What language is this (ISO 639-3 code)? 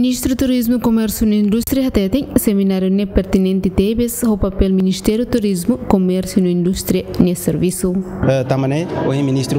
tet